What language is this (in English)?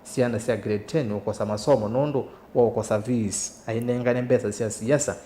Kamba